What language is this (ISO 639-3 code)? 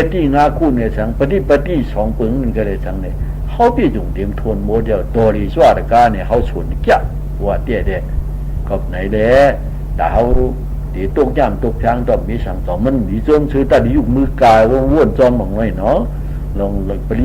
shn